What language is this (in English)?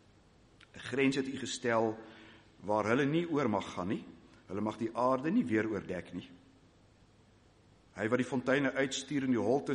Afrikaans